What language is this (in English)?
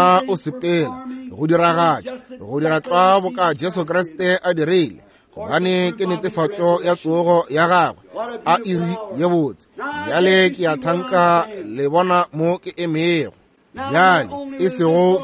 Northern Sotho